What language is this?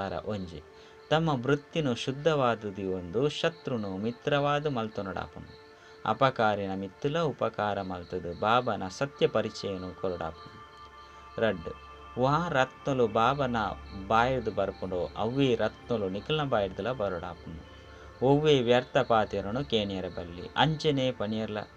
Tulu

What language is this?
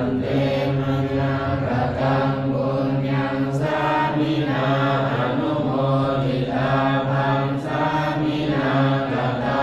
Pali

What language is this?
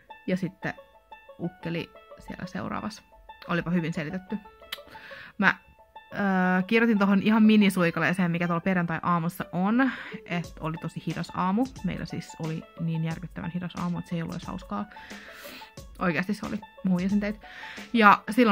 Finnish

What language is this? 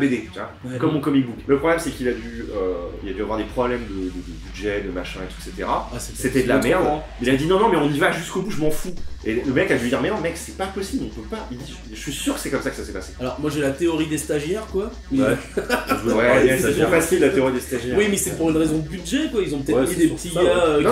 French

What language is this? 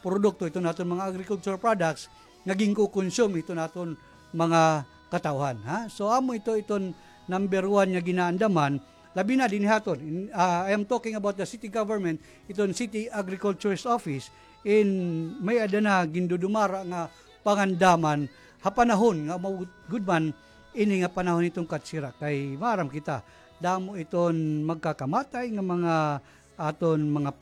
Waray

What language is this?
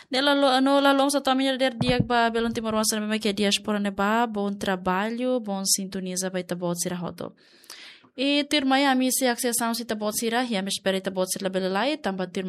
Tetum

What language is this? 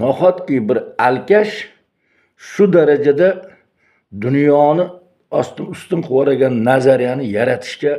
Uzbek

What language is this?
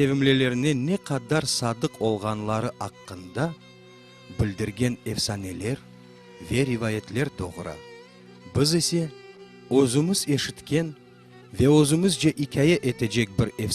Crimean Tatar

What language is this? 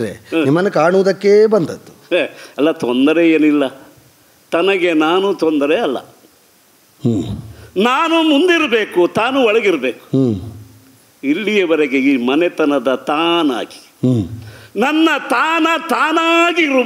Kannada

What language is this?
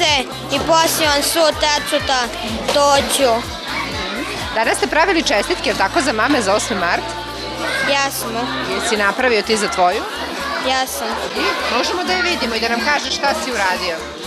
Serbian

